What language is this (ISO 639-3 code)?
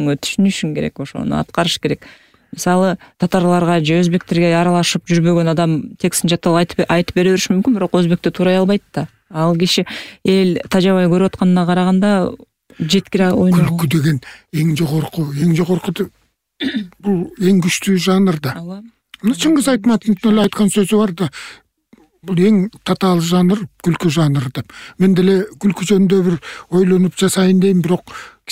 kir